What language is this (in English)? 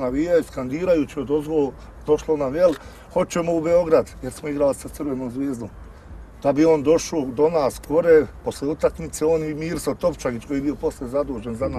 Bosnian